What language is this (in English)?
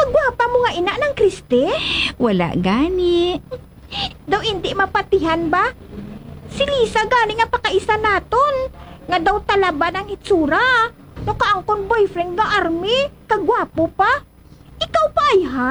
Hiligaynon